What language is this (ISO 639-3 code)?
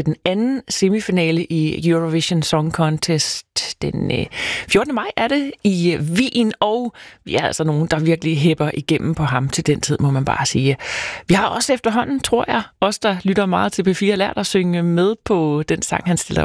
dan